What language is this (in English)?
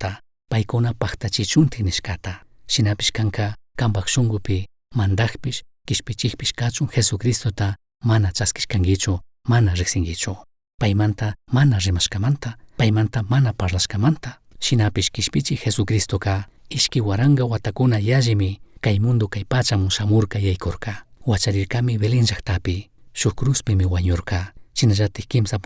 Chimborazo Highland Quichua